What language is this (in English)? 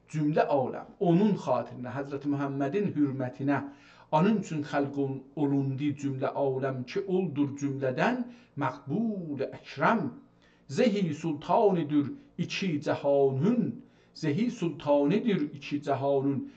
South Azerbaijani